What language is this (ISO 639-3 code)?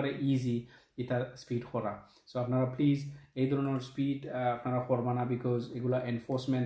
syl